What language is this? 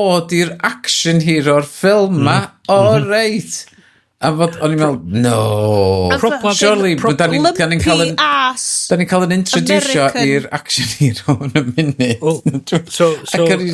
Welsh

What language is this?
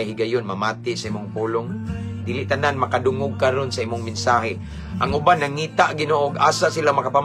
Cebuano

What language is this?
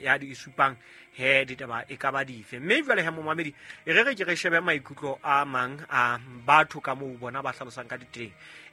Southern Sotho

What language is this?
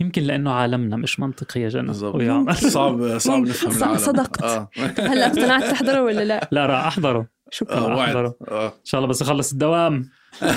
North Levantine Arabic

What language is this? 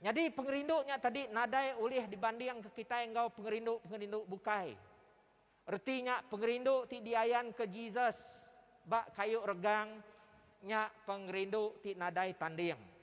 Iban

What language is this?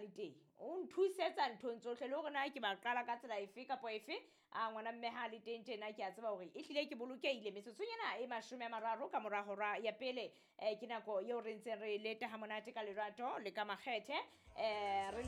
Southern Sotho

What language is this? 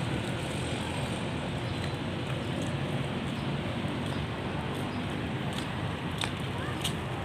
Lao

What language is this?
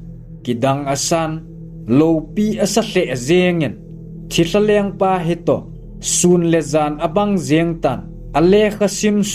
Thado Chin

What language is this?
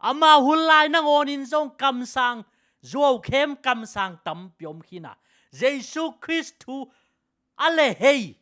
Tedim Chin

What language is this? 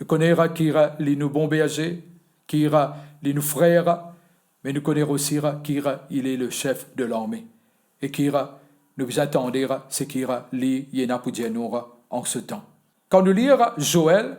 Morisyen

